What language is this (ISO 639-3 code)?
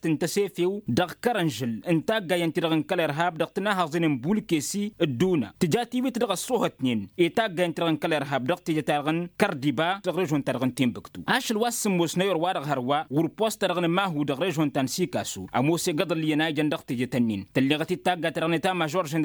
taq